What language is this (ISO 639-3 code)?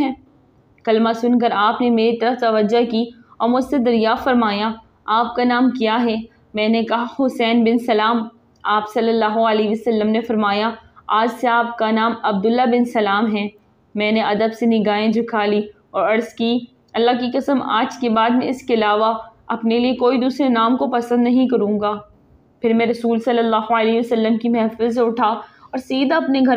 urd